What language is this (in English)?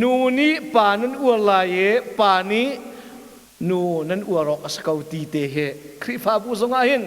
Hakha Chin